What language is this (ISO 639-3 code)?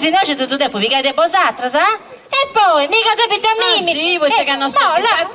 srd